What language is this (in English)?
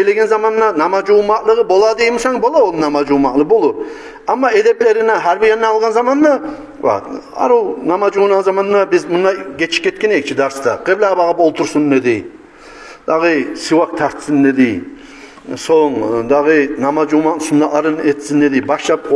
Kumyk